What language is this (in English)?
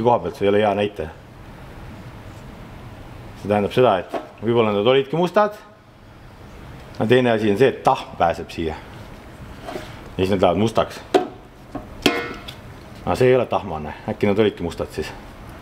Estonian